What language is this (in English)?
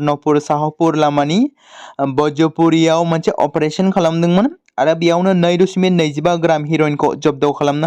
Bodo